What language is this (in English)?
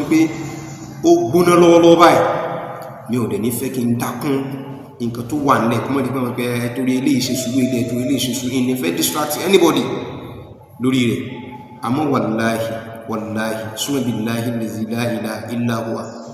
Yoruba